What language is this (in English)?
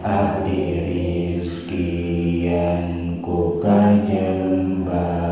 Sundanese